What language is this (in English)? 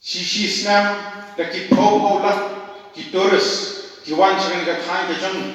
Khasi